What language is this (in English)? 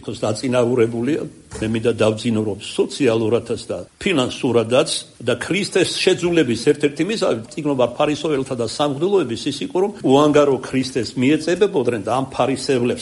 Georgian